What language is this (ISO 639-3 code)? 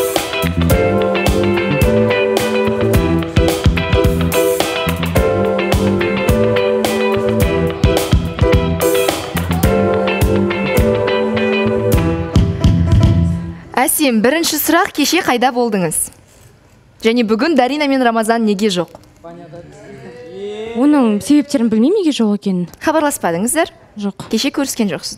kaz